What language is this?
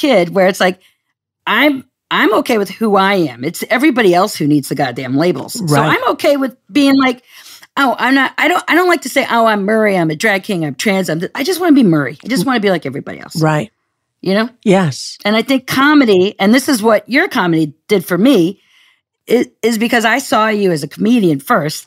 English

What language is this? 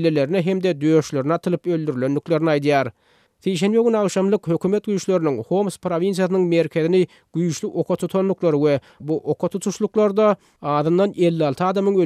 Kyrgyz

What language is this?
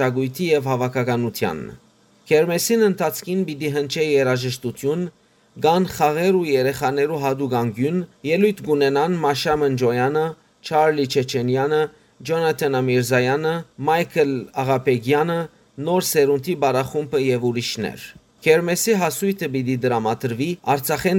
Western Armenian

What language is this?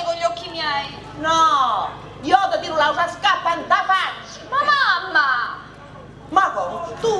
Sicilian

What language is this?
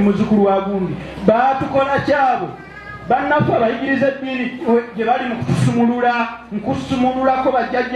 Ganda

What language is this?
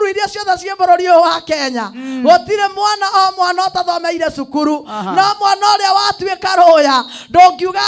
Kikuyu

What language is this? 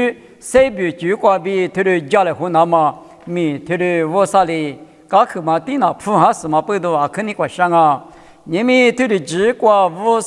Lisu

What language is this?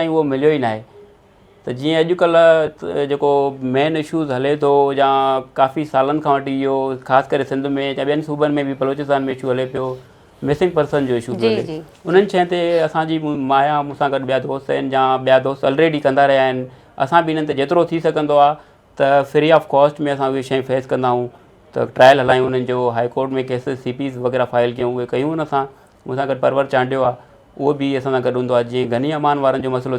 Sindhi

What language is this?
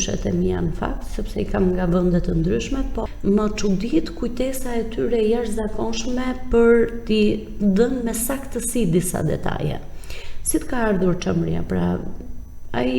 Albanian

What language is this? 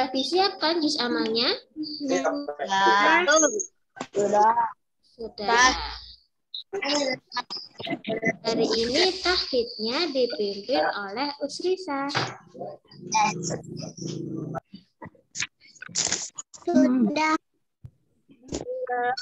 Indonesian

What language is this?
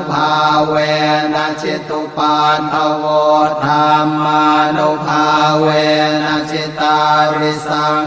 Pali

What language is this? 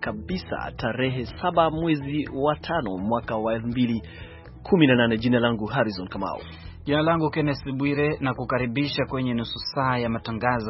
Swahili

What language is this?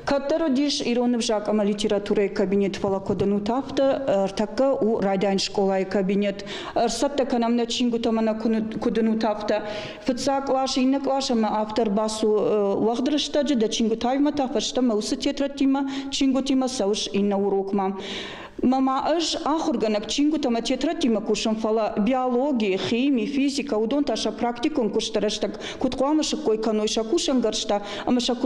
Ossetic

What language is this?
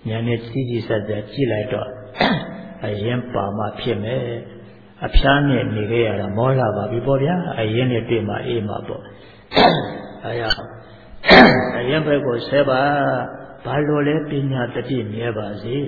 Burmese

